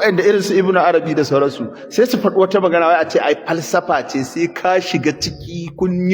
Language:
Hausa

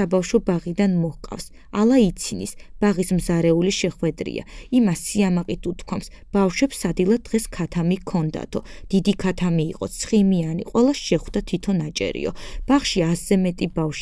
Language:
Georgian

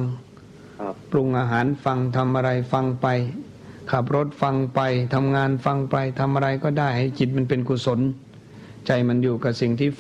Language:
Thai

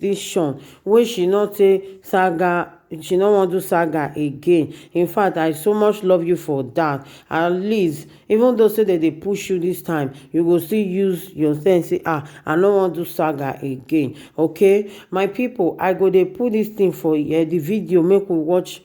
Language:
Nigerian Pidgin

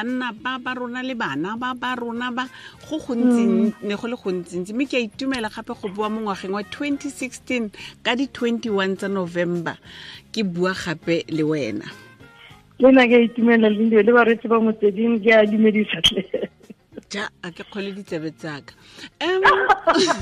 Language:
Tswana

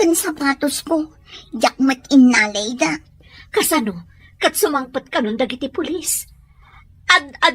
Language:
Iloko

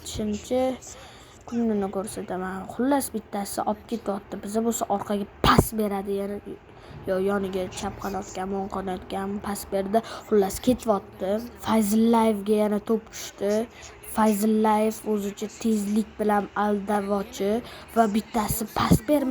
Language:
Uzbek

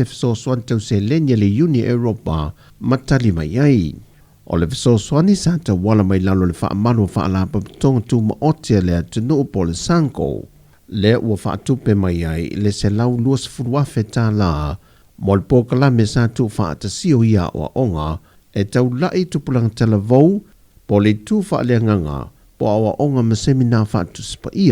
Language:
Samoan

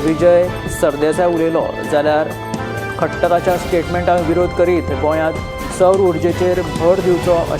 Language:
Konkani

